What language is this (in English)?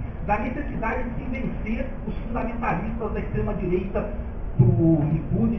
Portuguese